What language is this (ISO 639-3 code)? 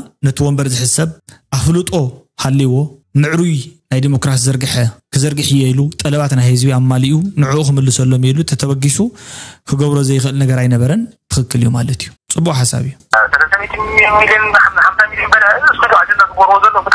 tir